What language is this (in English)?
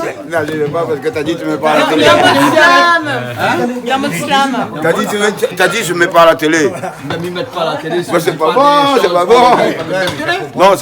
Réunion Creole French